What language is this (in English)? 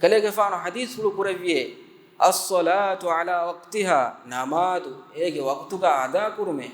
Divehi